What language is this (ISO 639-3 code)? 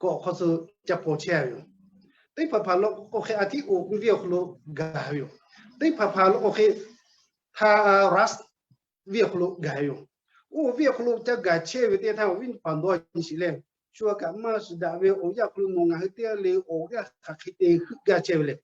lhu